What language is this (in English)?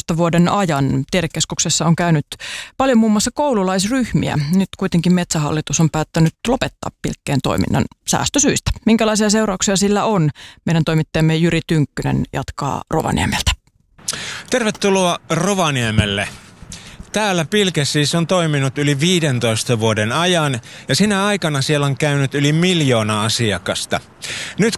Finnish